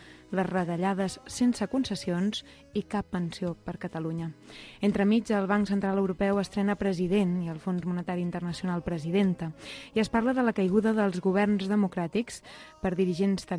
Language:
Catalan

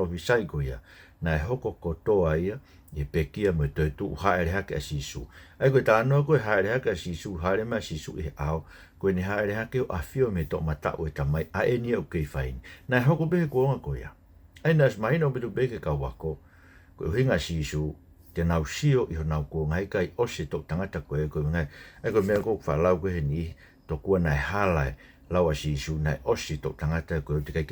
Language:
Tongan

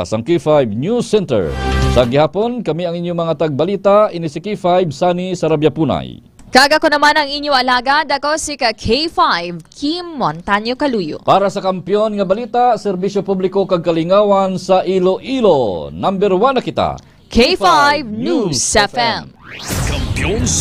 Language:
Hiligaynon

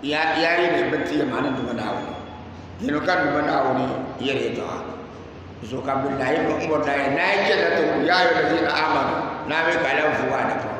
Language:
Dagbani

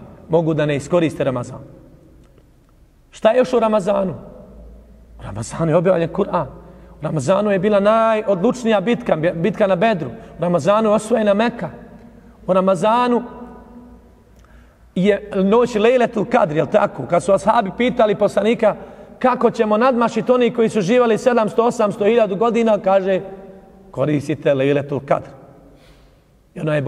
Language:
Bosnian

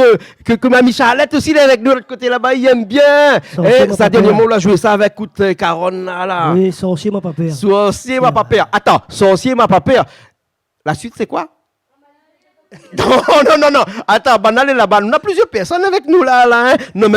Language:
Réunion Creole French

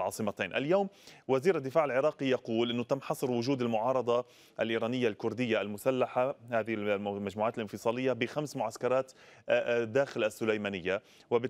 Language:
Arabic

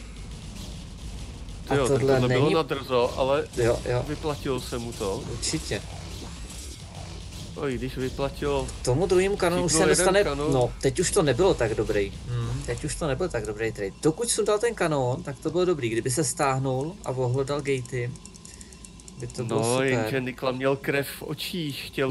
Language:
Czech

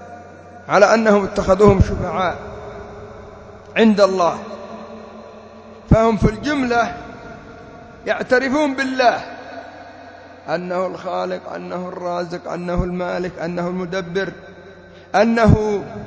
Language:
Arabic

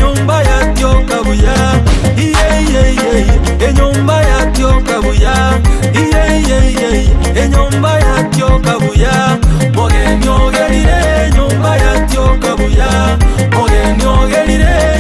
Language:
Gusii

